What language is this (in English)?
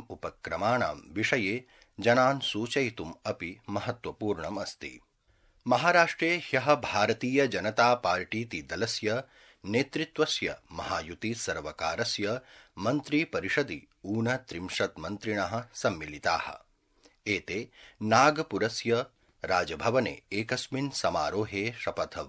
Sanskrit